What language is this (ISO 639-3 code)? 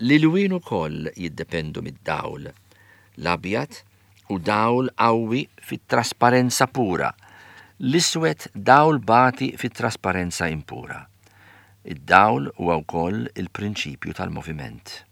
mlt